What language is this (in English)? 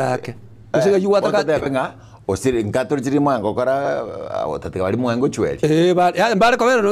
Gusii